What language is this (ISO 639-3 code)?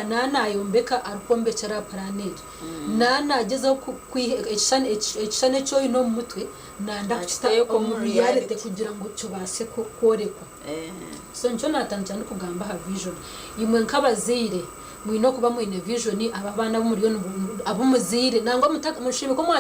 nyn